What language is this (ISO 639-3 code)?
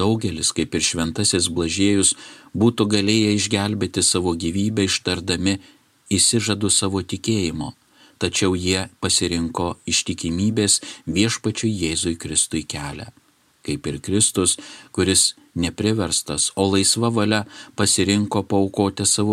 lit